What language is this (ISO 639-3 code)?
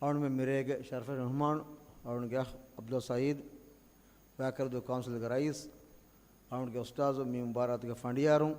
div